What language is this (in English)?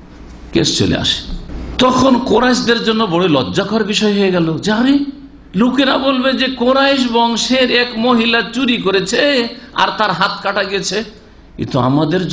Bangla